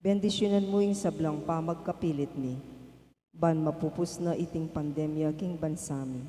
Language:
Pampanga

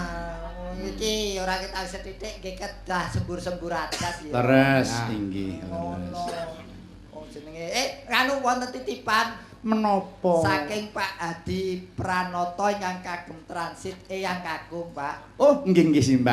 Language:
Javanese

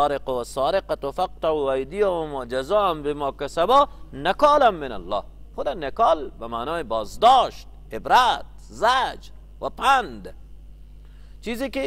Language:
Persian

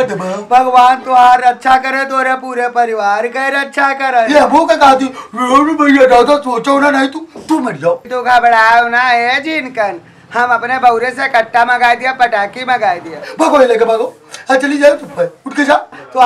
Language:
Awadhi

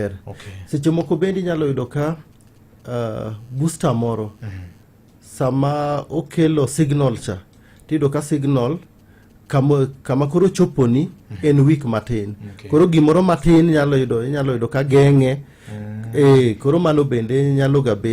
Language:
Luo (Kenya and Tanzania)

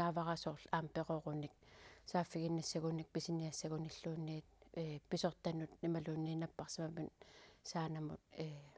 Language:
Kalaallisut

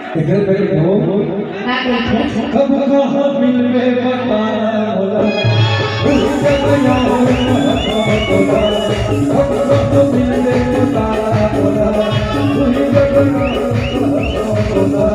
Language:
Chhattisgarhi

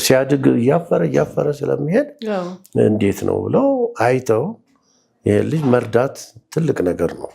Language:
Amharic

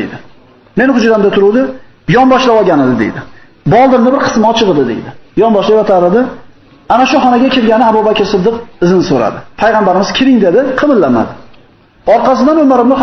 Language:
Uzbek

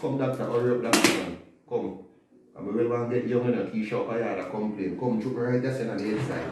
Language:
Jamaican Creole English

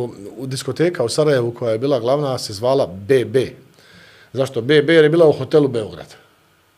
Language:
Bosnian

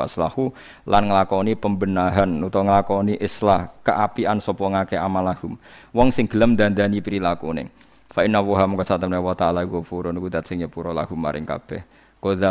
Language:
Javanese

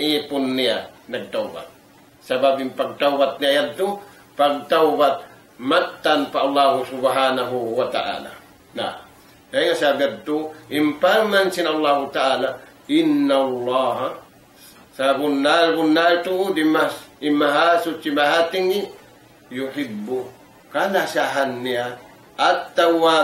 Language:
Tausug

